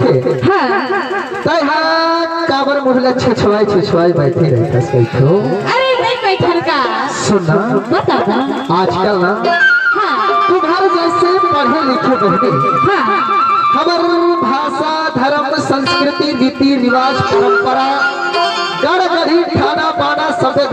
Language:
Chhattisgarhi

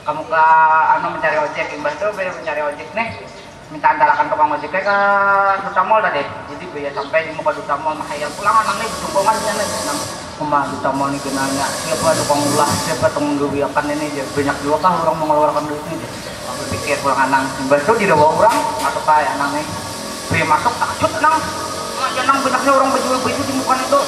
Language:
Banjar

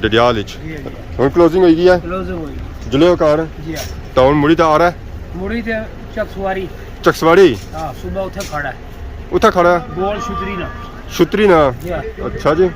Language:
Pahari-Potwari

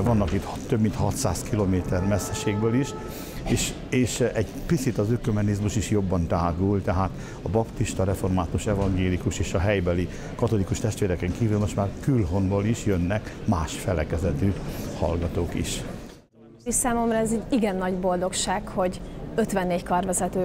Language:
Hungarian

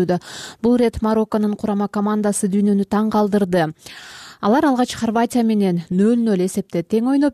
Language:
Kyrgyz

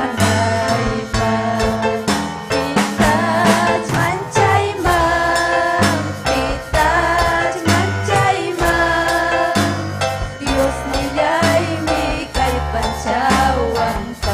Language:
Ayacucho Quechua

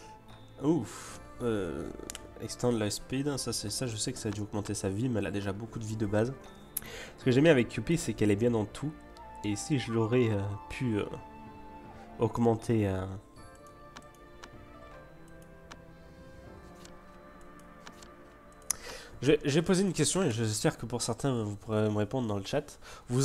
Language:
French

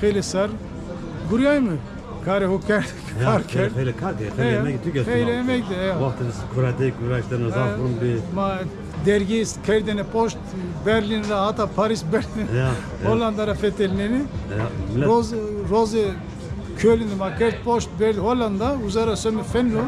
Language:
Zaza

